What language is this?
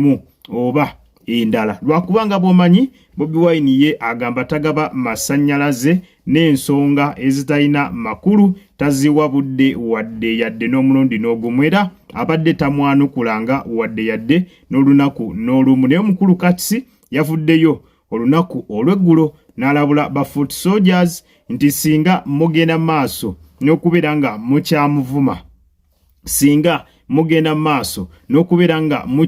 Ganda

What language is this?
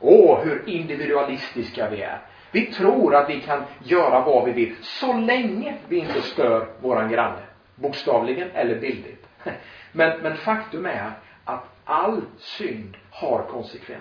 Swedish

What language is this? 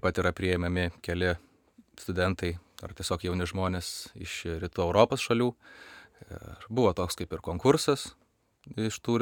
Lithuanian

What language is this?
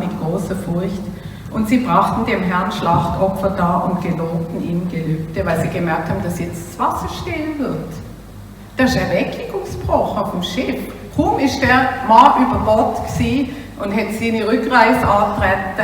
Swiss German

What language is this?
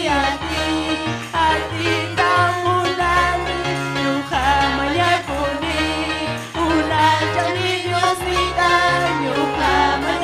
Ayacucho Quechua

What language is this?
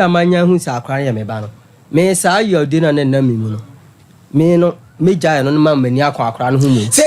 Akan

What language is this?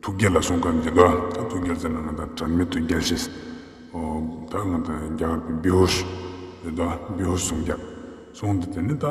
Ladakhi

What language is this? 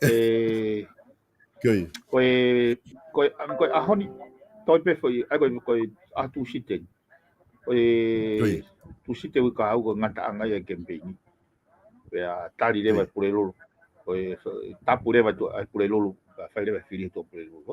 Tongan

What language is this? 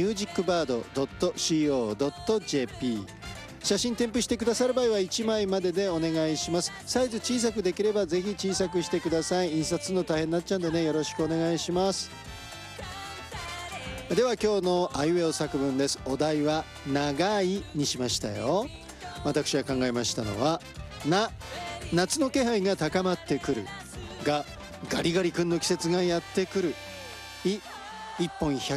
Japanese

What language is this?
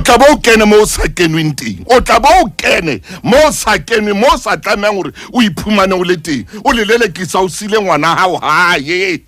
Southern Sotho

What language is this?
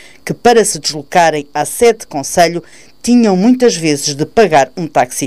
Portuguese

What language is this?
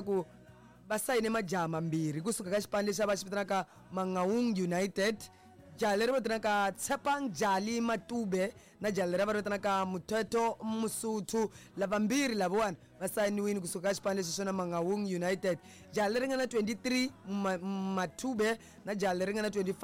Tsonga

